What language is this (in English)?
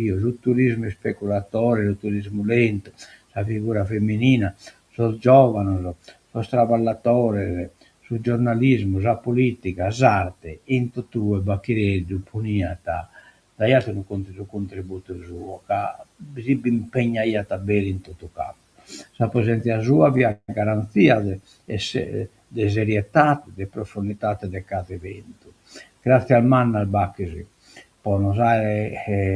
Sardinian